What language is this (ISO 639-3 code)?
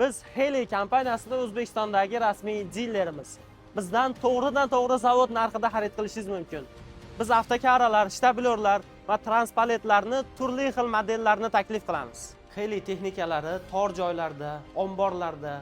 uzb